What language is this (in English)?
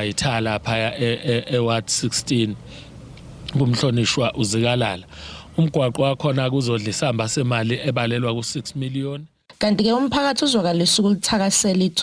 Zulu